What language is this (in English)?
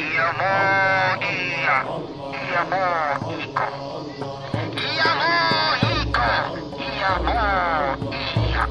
Buginese